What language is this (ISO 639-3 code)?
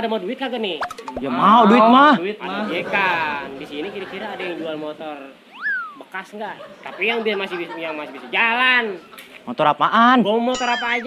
bew